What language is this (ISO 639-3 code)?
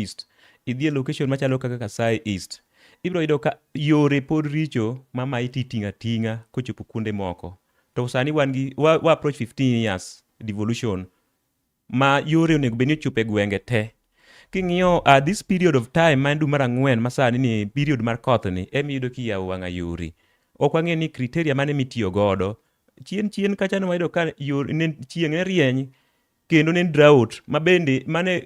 luo